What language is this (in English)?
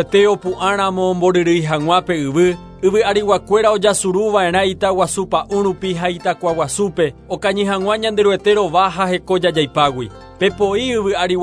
Guarani